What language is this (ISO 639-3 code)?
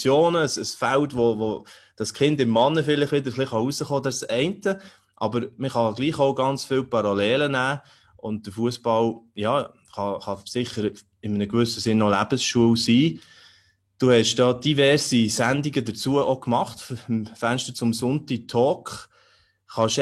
gsw